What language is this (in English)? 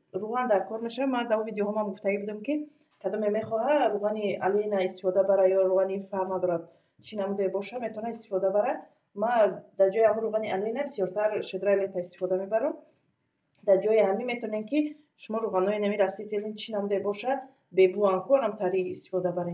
Tajik